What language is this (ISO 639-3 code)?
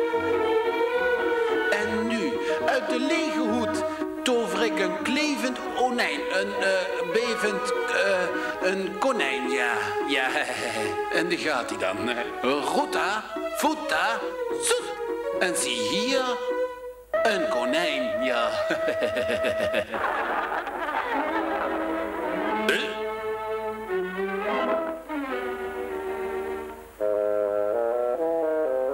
nld